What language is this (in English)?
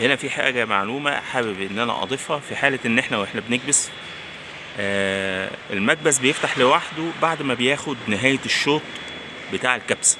Egyptian Arabic